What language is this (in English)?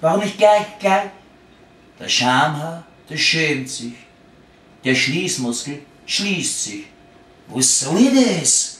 Bavarian